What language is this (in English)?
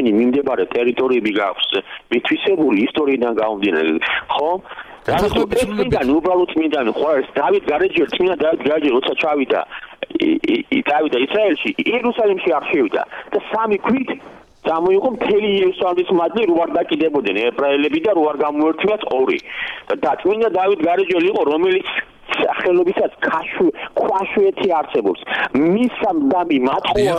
Georgian